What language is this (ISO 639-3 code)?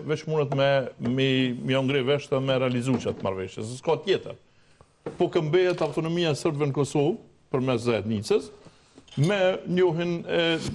sqi